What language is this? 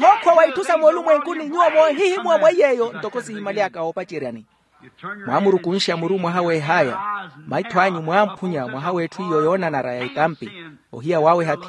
Makhuwa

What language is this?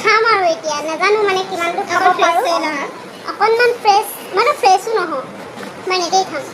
Assamese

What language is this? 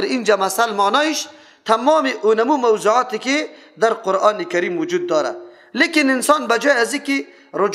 Persian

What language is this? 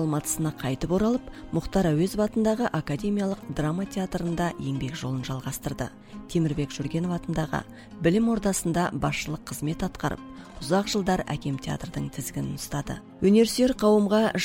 Kazakh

